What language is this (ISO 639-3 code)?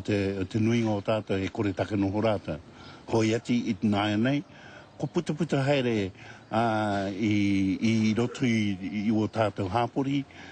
mri